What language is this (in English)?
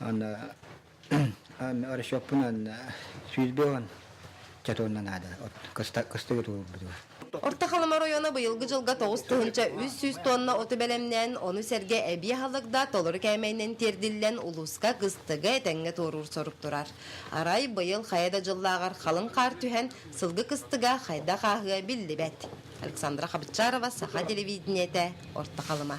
Yakut